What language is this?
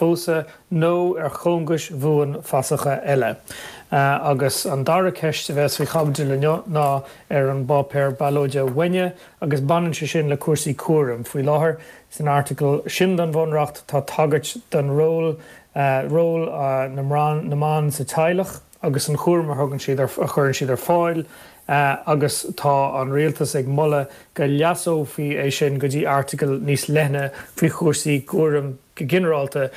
Irish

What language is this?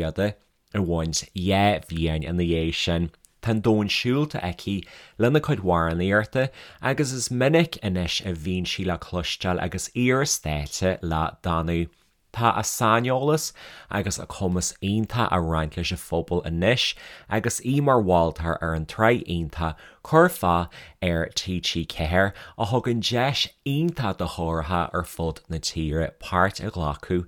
Irish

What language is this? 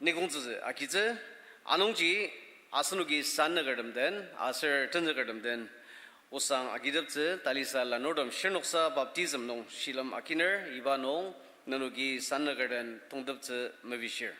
Ao Naga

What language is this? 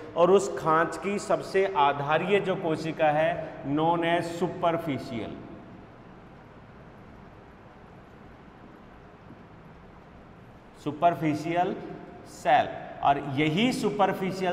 Hindi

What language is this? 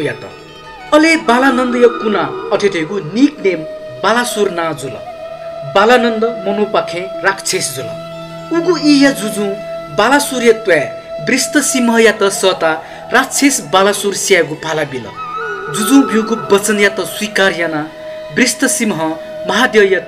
Newari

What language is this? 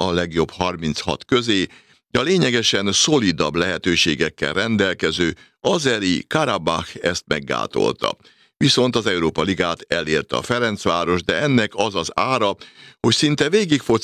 Hungarian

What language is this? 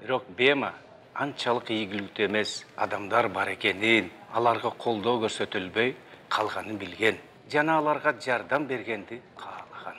Kyrgyz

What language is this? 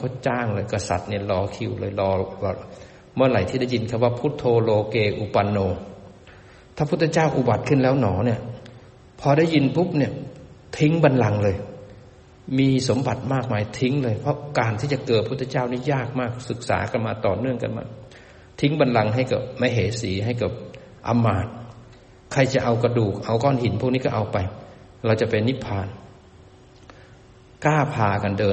Thai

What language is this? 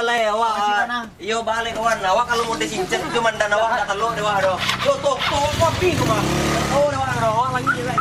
Minangkabau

